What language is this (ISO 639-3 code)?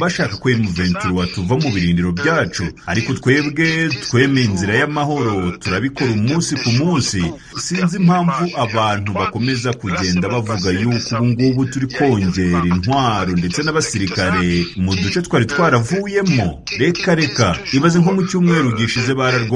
kin